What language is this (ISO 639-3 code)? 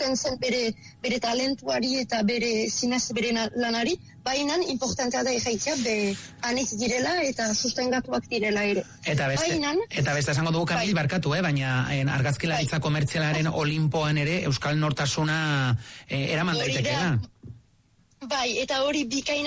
eus